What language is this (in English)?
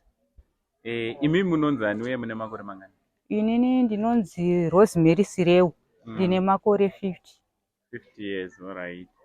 Shona